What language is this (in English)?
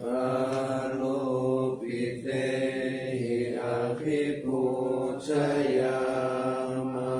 Pali